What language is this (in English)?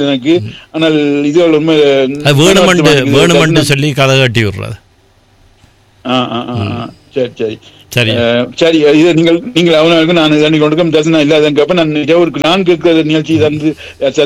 Tamil